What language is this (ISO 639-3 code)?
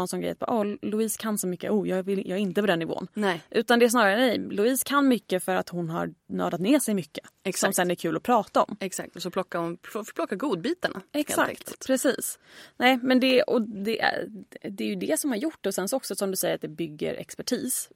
swe